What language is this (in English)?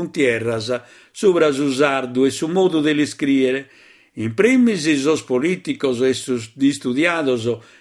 Sardinian